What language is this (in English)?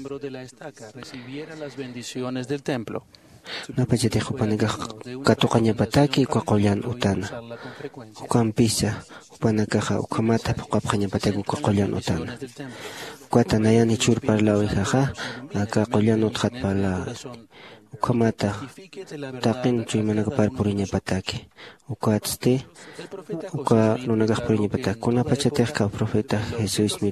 Aymara